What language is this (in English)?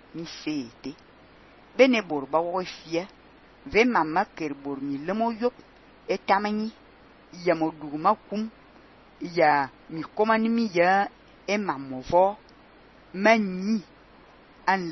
Fang